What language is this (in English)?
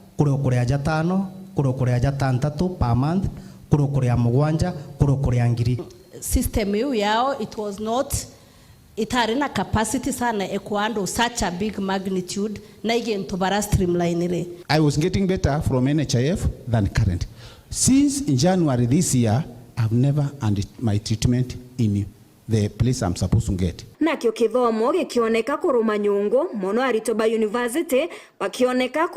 Meru